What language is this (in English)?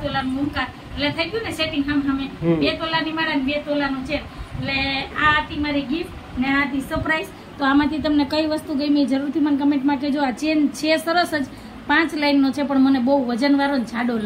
Gujarati